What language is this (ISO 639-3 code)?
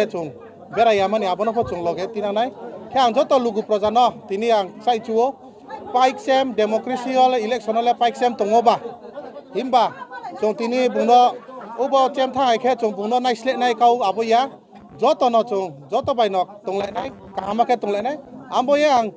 ria